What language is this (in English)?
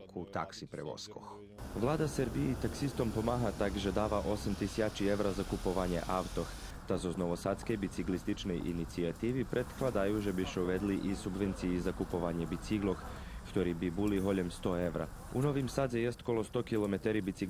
Rusyn